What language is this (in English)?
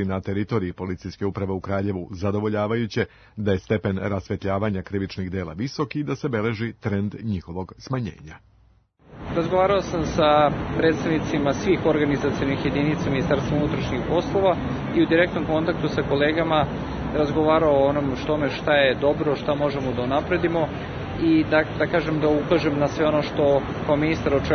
Serbian